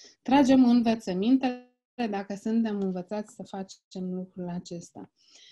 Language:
Romanian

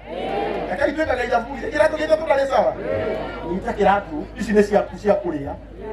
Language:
Kikuyu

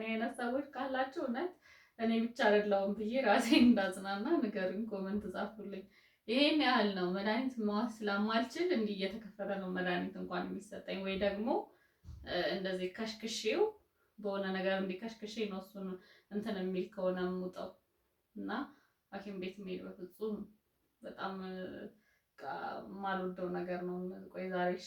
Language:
Amharic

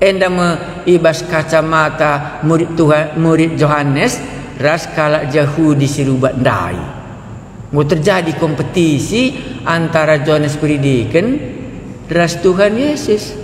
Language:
Batak Karo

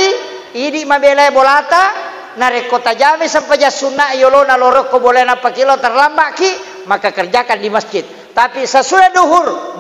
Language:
Buginese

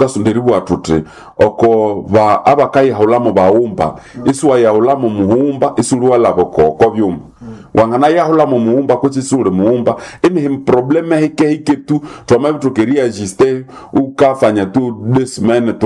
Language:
Nande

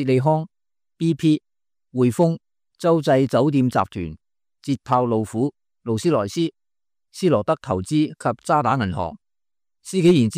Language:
Cantonese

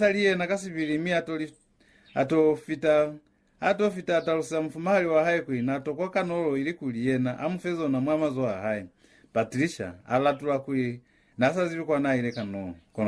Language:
Lozi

